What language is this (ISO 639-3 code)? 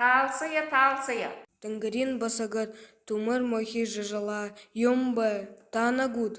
bua